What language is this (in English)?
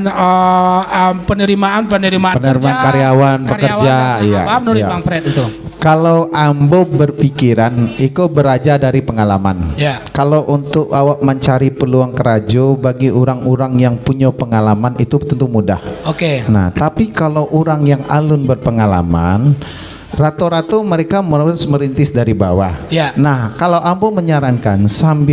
Minangkabau